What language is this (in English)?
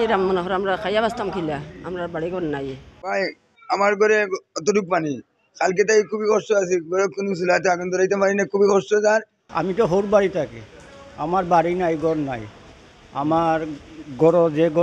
Sylheti